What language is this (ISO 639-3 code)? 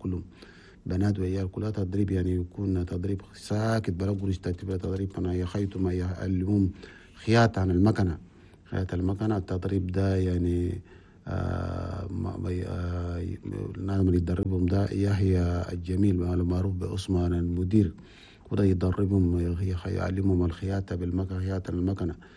shu